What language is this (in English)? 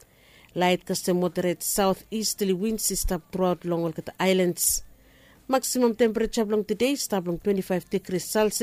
Bislama